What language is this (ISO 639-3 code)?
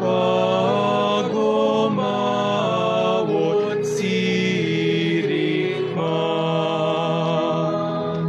bik